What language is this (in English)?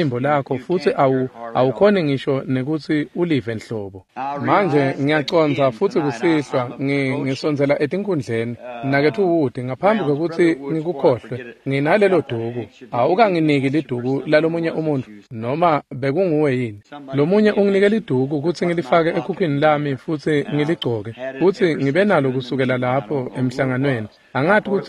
Swati